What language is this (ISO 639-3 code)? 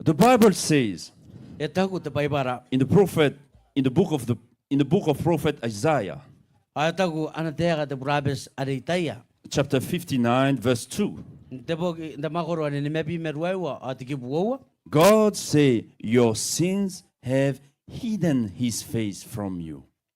gil